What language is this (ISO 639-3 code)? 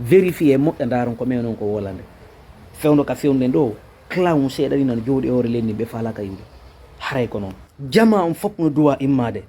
ful